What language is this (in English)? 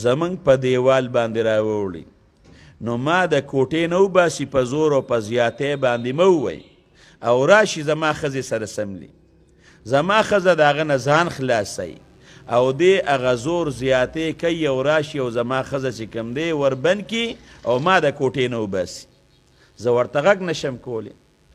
Pashto